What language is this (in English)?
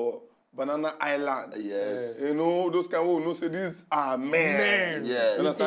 Nigerian Pidgin